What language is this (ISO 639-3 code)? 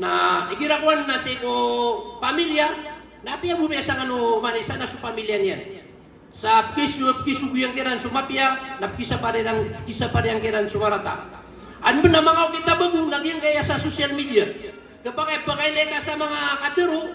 mrw